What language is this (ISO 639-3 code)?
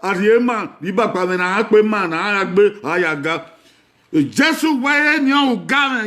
bin